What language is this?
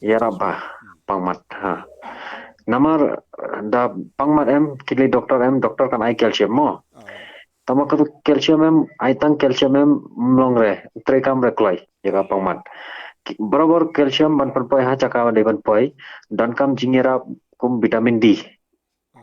Khasi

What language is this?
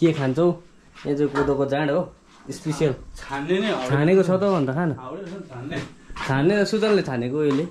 Nepali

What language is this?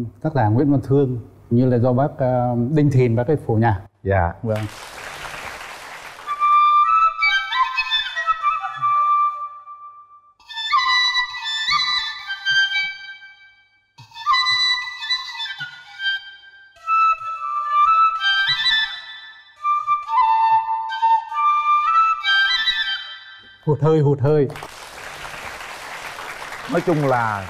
Vietnamese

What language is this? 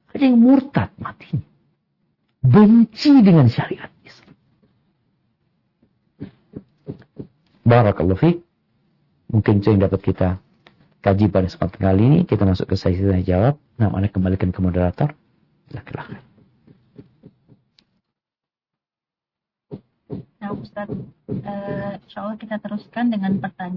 Indonesian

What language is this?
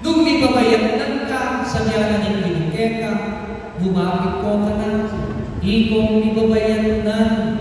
Pampanga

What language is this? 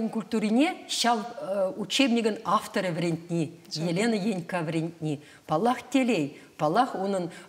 Chuvash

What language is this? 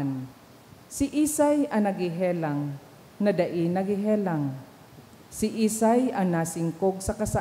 Bikol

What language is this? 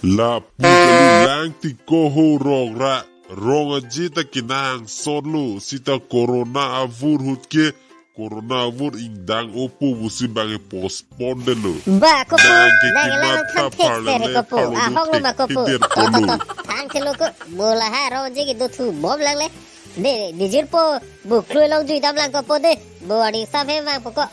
Karbi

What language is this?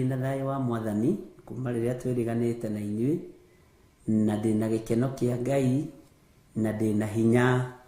Kikuyu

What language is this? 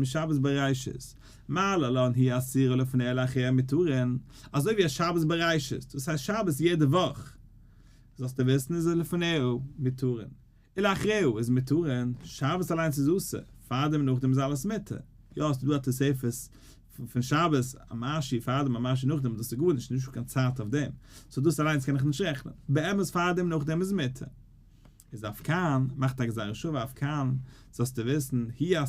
Yiddish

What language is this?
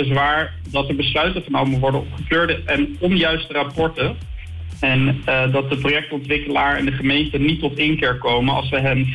Dutch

